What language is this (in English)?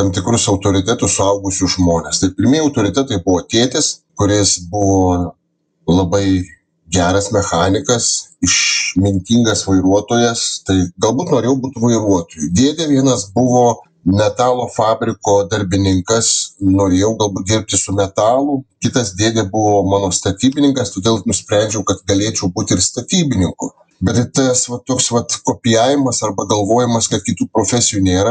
Lithuanian